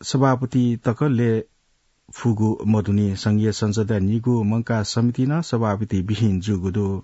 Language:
Newari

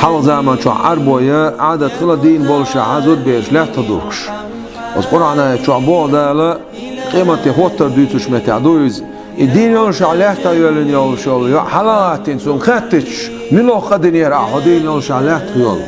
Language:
Chechen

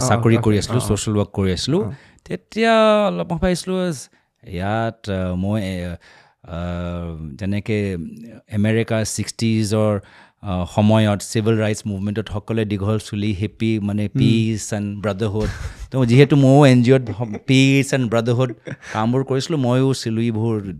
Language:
Assamese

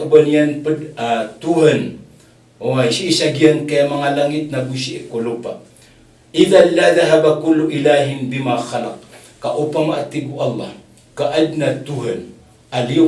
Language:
Maranao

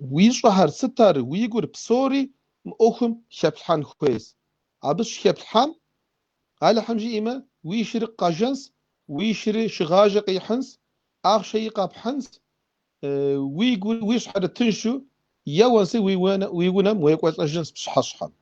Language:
Kabardian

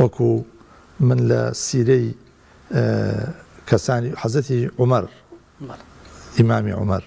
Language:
Central Kurdish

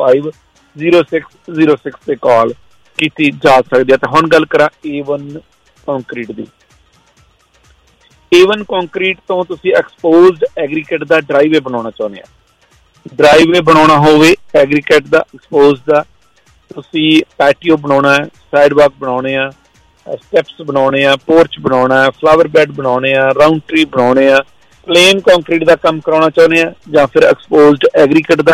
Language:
Punjabi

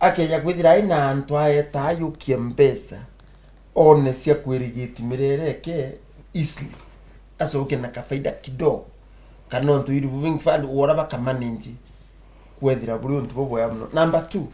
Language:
Meru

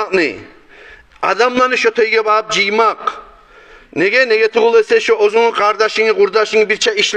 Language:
Kumyk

